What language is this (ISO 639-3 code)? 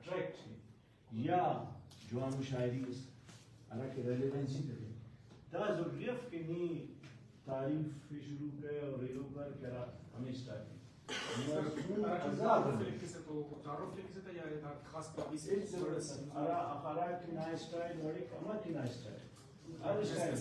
brh